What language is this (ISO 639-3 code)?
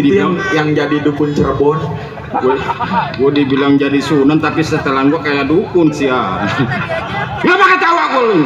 bew